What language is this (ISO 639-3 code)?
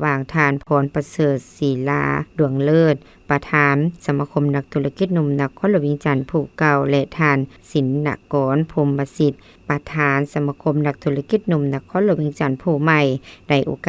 lao